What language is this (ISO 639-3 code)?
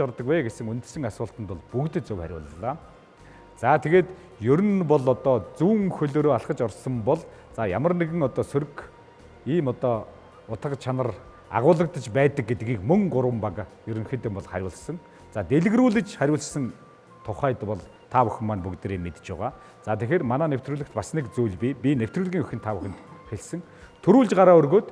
mon